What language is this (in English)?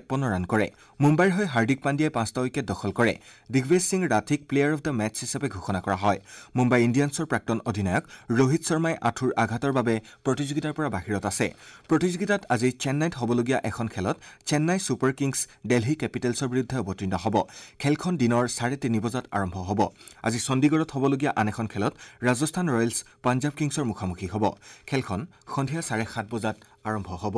Assamese